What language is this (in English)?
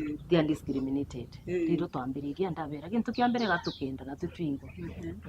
Meru